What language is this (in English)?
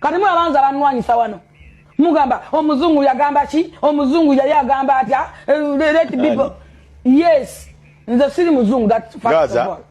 Ganda